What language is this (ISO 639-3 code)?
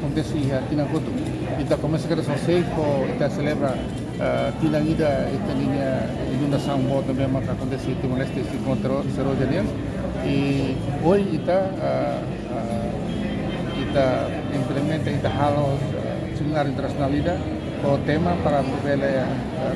tet